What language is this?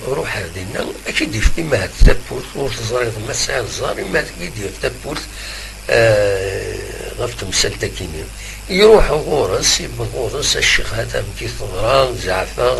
Kabyle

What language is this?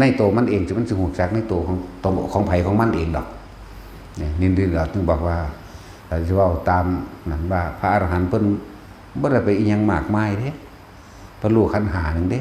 Northeastern Thai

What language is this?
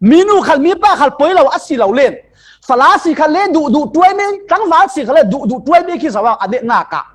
Falam Chin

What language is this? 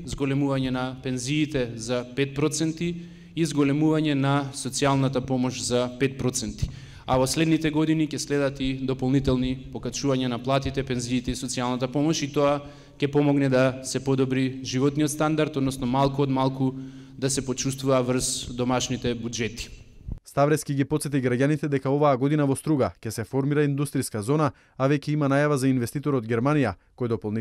Macedonian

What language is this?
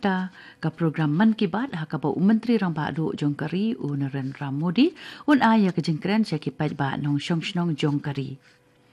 Khasi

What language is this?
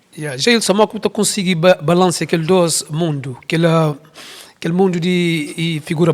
Kabuverdianu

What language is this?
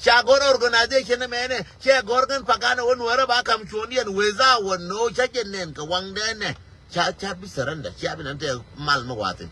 Nuer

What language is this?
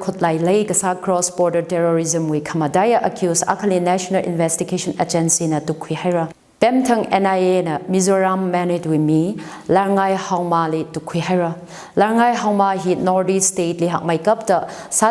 Tangkhul Naga (India)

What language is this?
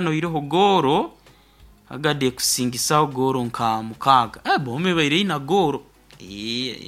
Nyoro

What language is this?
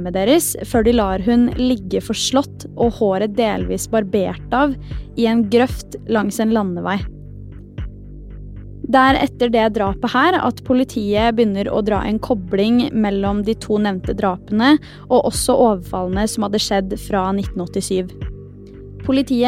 Norwegian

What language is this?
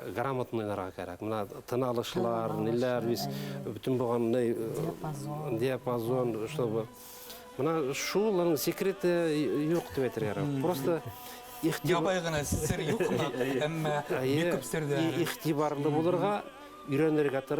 Bashkir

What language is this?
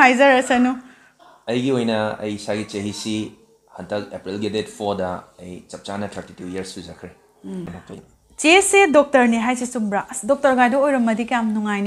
Manipuri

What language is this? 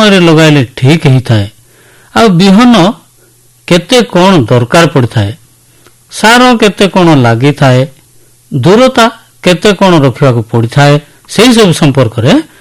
Odia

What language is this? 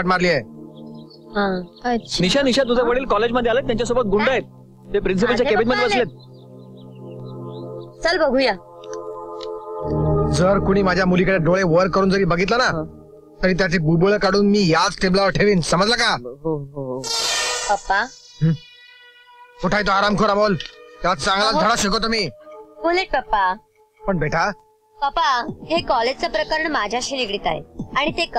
Marathi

